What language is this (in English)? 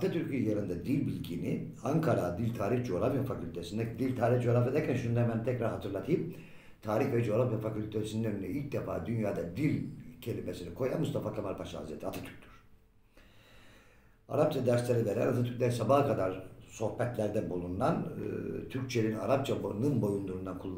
Turkish